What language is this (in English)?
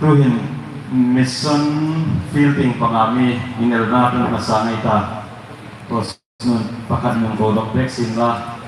Hmar